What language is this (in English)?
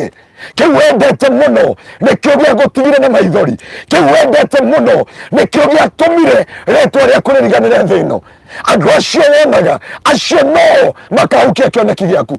Kikuyu